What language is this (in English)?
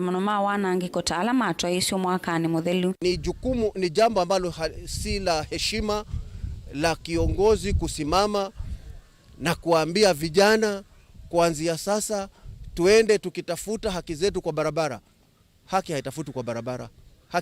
Kamba